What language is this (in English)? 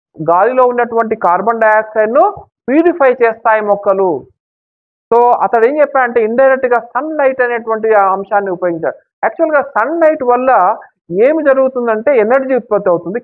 Telugu